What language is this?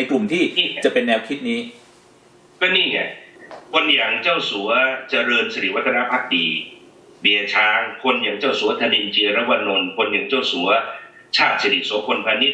Thai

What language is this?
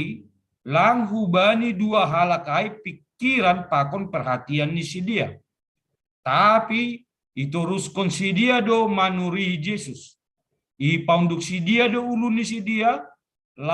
Batak Simalungun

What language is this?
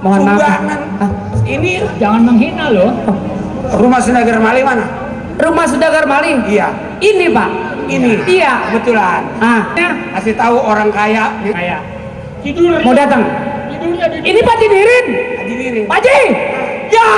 Betawi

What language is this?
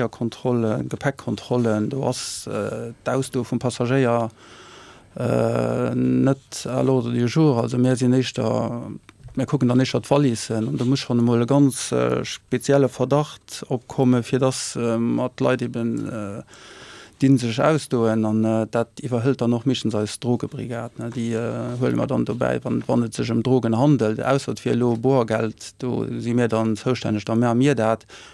Luxembourgish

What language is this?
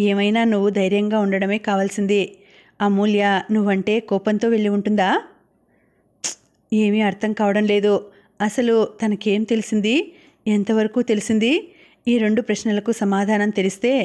Telugu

